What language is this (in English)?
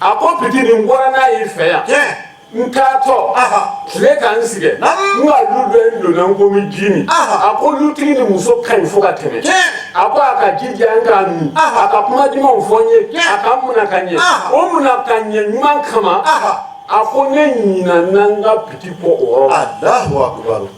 Bambara